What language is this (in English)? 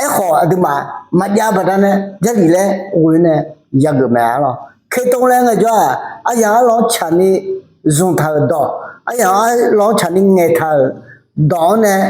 Akha